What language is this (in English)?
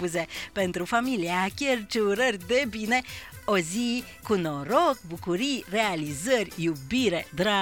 Romanian